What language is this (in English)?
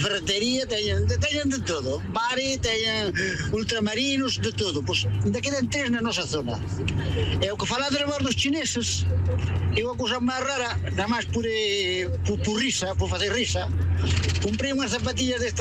Galician